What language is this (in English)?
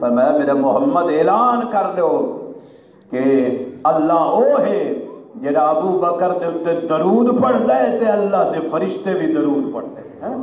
Saraiki